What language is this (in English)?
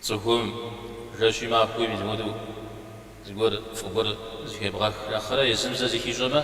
Kabardian